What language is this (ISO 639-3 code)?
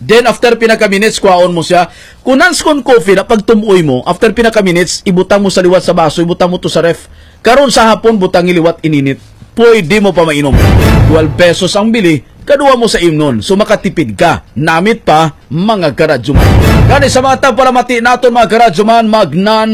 hil